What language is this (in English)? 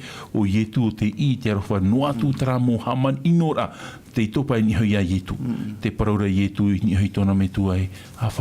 Tahitian